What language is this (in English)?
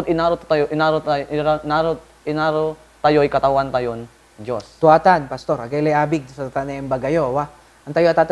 Pangasinan